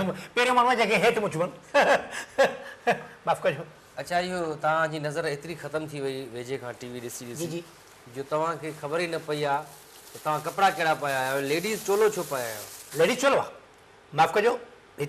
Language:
Sindhi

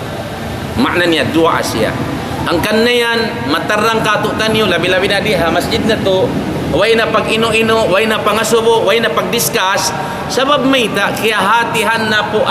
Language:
Tausug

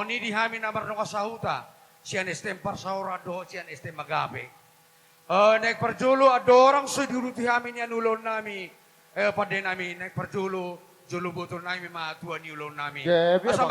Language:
Batak Toba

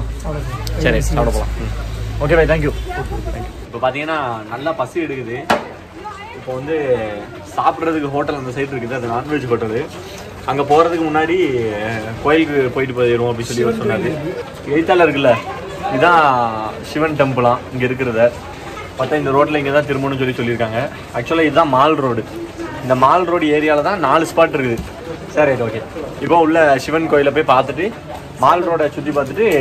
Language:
Tamil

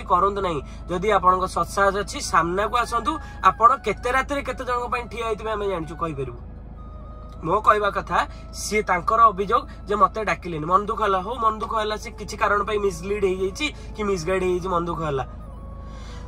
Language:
Odia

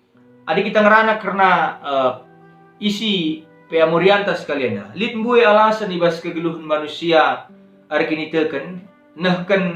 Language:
Batak Karo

